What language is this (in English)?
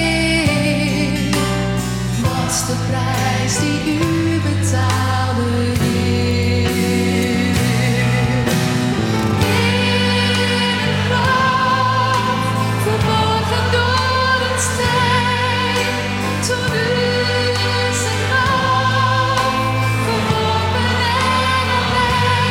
Dutch